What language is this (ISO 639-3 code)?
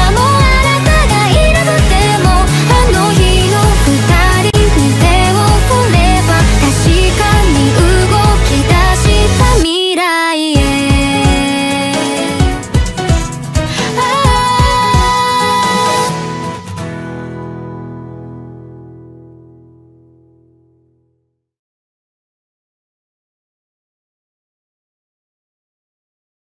jpn